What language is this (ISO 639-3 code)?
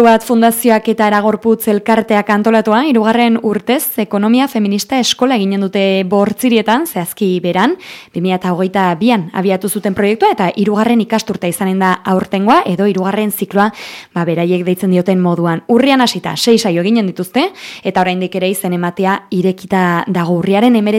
eus